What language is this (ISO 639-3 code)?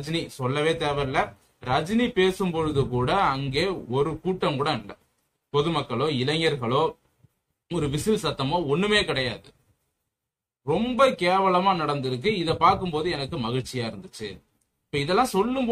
tam